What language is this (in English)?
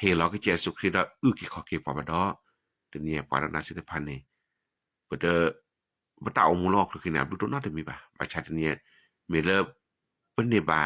S'gaw Karen